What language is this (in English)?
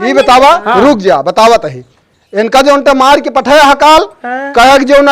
Awadhi